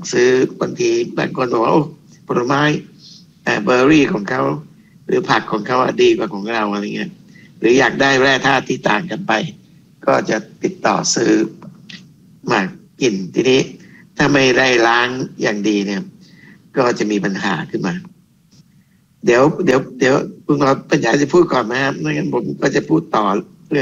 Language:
Thai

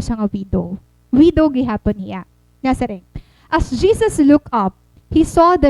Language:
Waray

